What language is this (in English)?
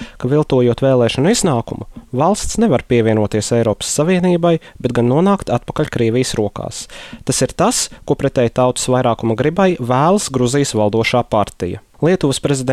Latvian